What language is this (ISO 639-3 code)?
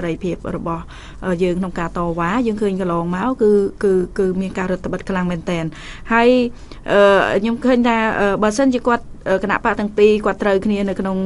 khm